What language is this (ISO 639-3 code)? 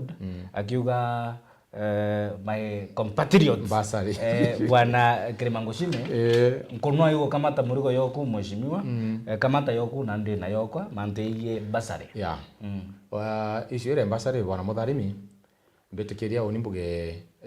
mer